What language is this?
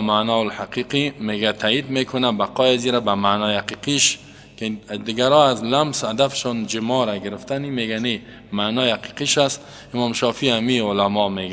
Persian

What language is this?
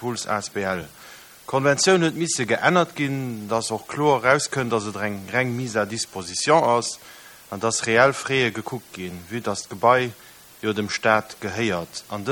Luxembourgish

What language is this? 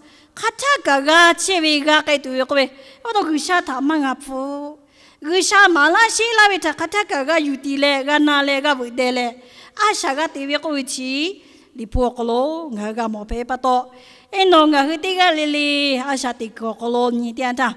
Lahu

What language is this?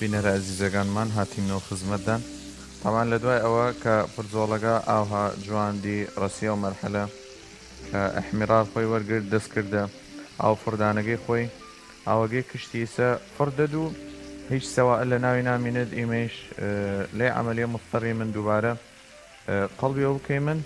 Southern Kurdish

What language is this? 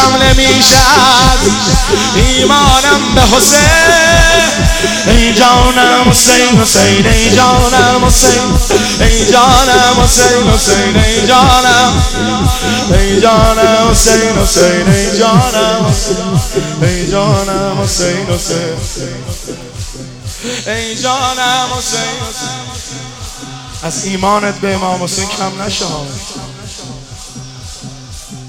Persian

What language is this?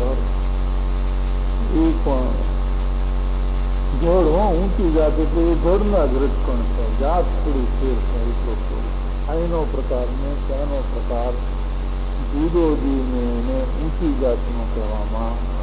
Gujarati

